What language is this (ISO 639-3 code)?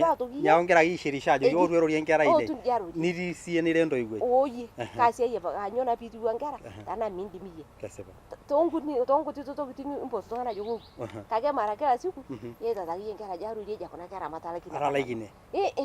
mas